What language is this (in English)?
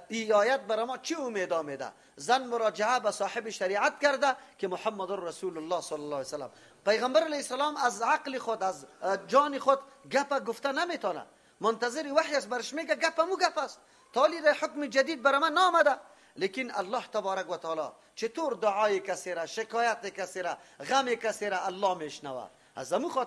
Persian